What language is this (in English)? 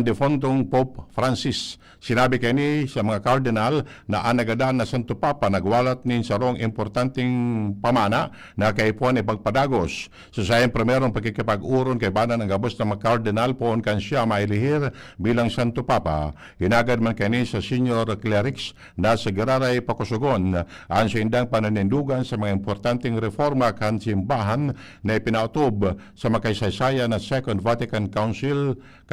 Bikol